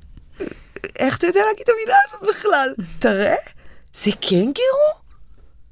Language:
Hebrew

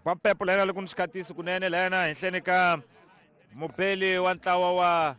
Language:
Tsonga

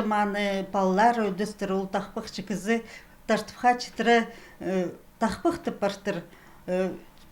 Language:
Khakas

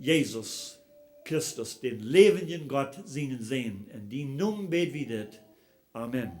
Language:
Plautdietsch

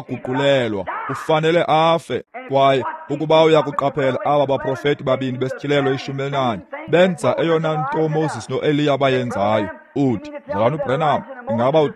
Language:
Xhosa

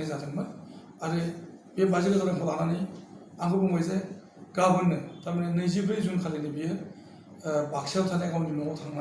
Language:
Bodo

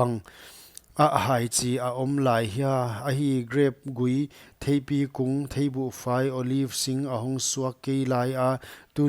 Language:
Paite Chin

